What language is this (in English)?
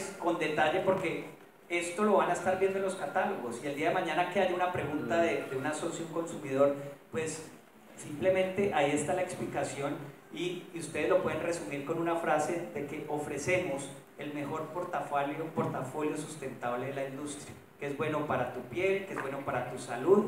Spanish